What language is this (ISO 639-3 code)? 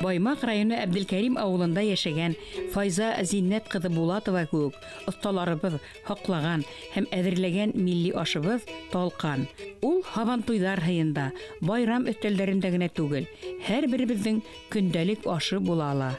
bak